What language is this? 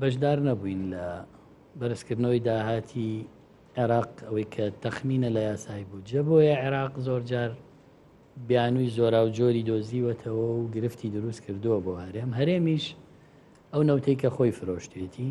Central Kurdish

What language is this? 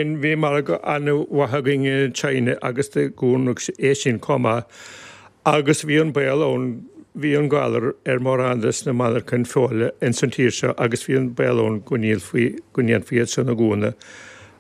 Irish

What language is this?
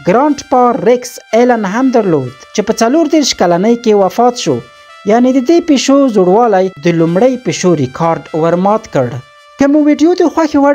Pashto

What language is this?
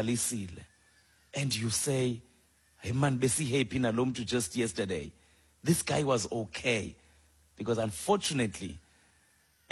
Xhosa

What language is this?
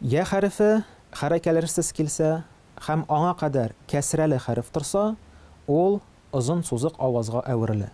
Tatar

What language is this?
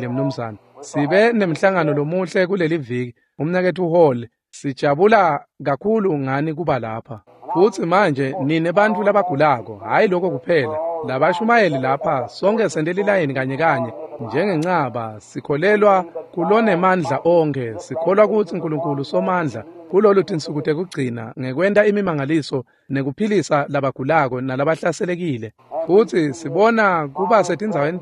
Swati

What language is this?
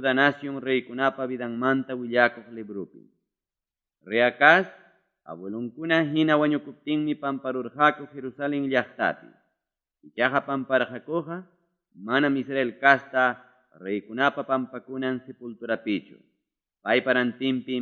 Ayacucho Quechua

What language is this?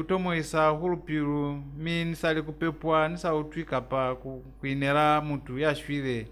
Lozi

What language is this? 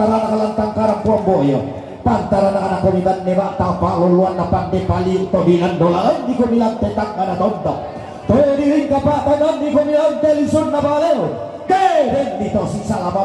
Toraja-Sa'dan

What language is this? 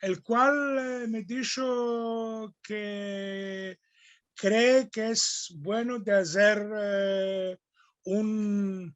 Ladino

